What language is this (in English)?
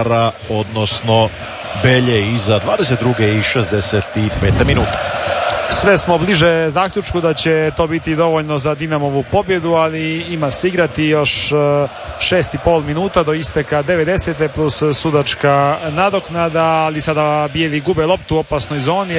Croatian